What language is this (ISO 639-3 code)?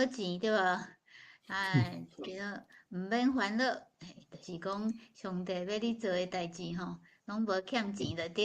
nan